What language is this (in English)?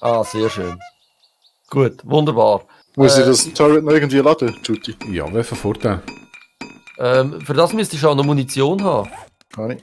Swiss German